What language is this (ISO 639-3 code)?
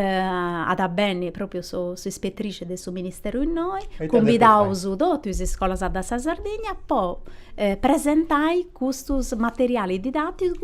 srd